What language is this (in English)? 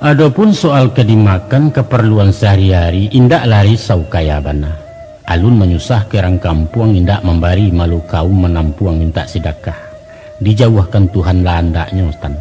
Minangkabau